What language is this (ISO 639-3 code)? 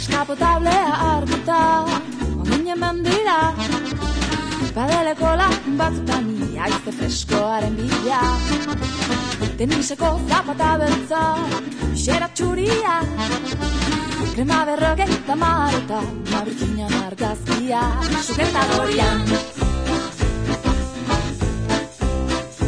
eus